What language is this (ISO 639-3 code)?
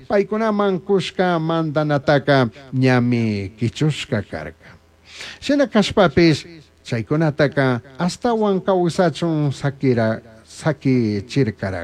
qug